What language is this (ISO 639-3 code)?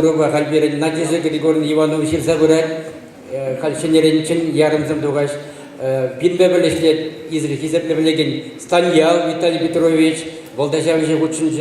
chv